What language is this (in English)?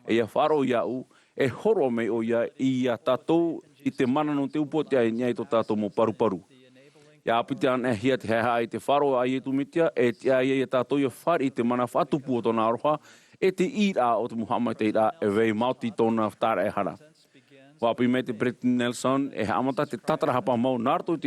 Tahitian